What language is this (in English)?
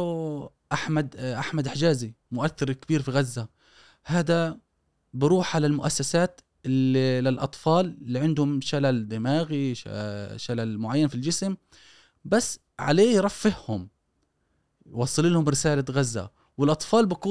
Gulf Arabic